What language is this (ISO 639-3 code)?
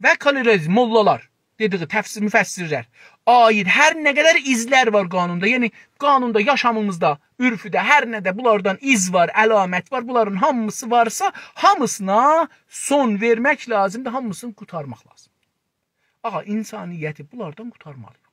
azb